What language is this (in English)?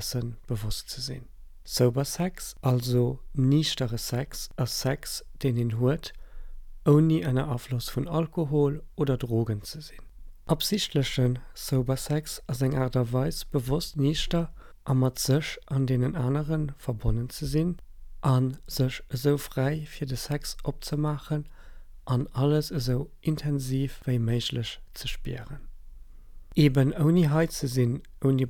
Luxembourgish